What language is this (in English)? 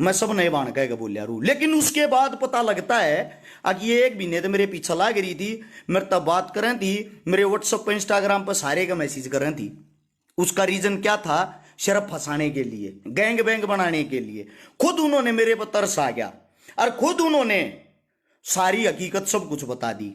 Haryanvi